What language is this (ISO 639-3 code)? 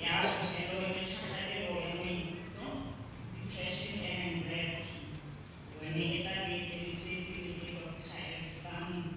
tsn